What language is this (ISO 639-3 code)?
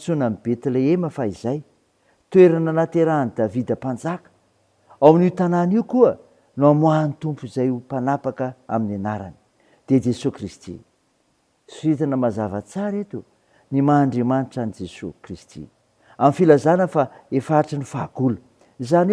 mlg